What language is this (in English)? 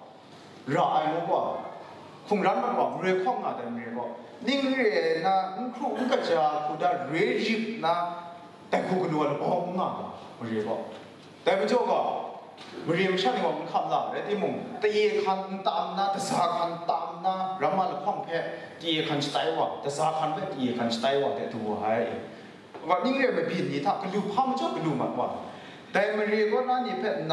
Kachin